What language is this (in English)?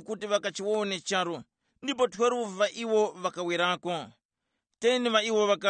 Tumbuka